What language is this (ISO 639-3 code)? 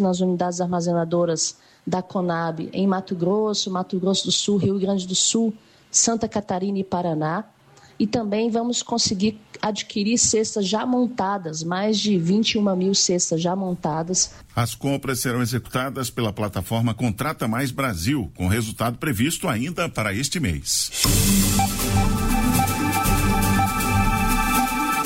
por